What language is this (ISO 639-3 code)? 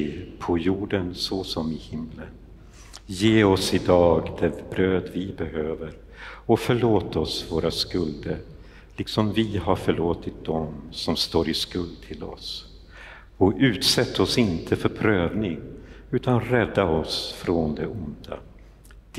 swe